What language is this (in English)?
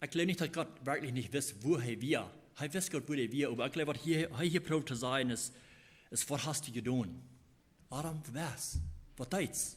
Plautdietsch